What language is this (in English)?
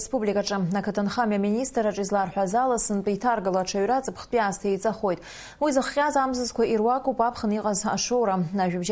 Abkhazian